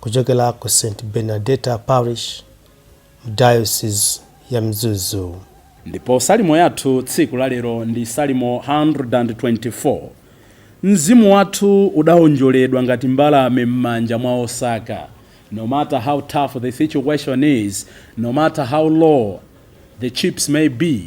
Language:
Nyanja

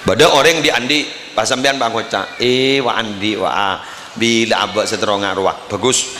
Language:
Madurese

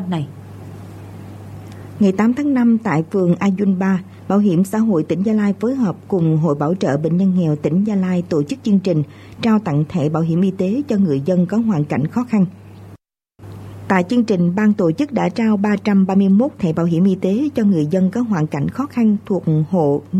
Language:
Vietnamese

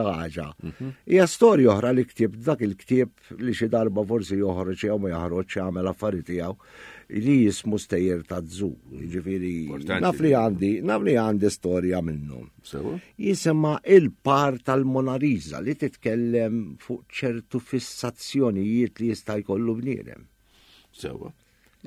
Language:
Maltese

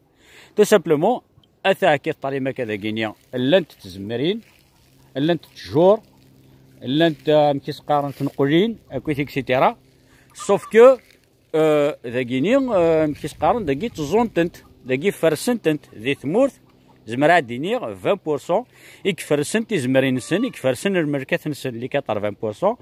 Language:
Kabyle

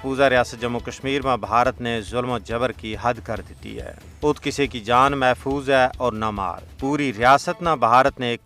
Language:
Gujari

